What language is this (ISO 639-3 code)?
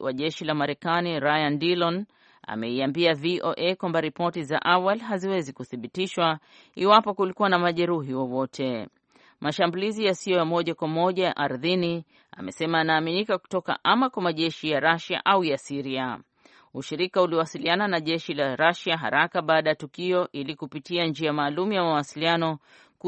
swa